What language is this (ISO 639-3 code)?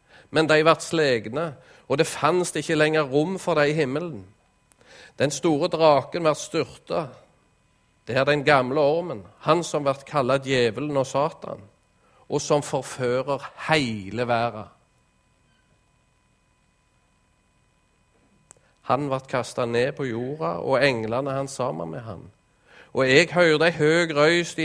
nor